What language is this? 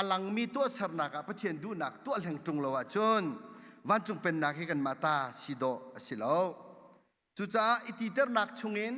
Hakha Chin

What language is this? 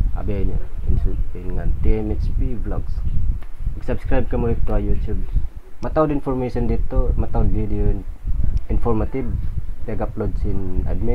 Tausug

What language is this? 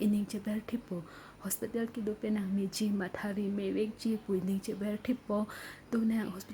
Karbi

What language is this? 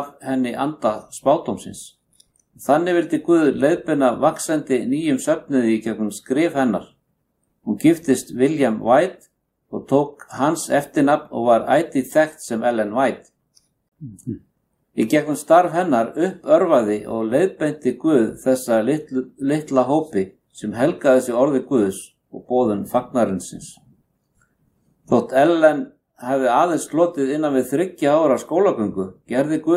Icelandic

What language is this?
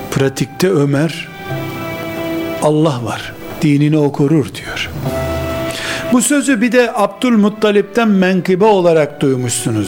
Turkish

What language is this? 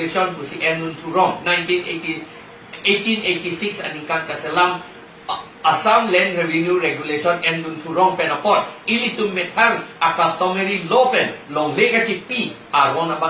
Karbi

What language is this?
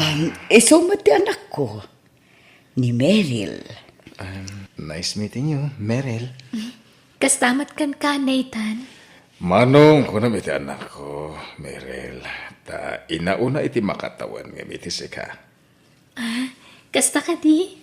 Iloko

